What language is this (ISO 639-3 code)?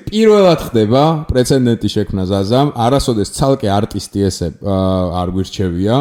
kat